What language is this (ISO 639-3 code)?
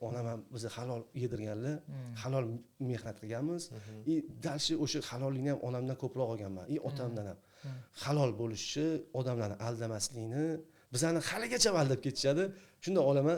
uzb